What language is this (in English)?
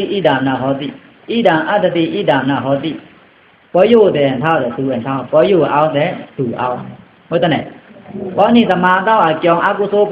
Pa'o Karen